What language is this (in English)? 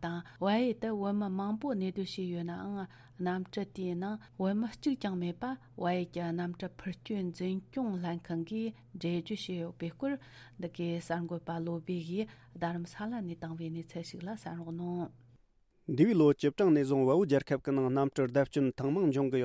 Tibetan